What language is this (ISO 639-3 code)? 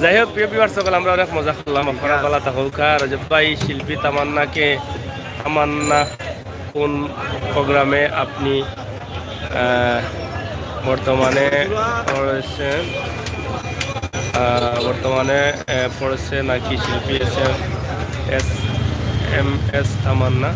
syl